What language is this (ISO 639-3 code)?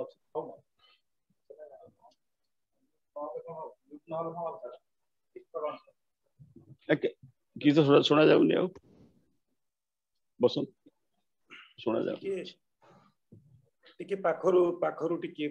ori